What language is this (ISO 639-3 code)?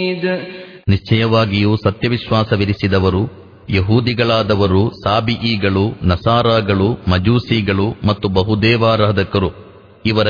kan